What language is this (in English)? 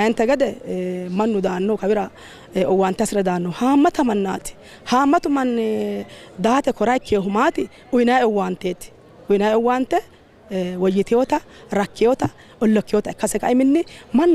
Sidamo